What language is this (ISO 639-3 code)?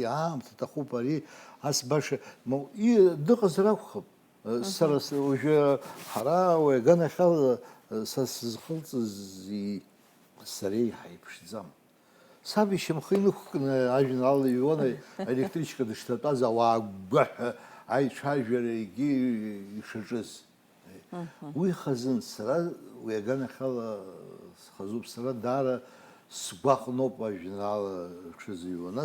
abk